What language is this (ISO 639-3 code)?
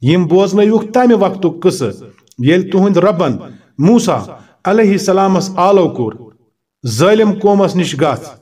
kas